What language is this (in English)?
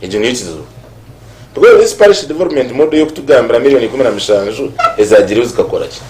Nyankole